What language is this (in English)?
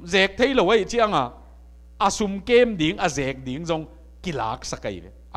Tedim Chin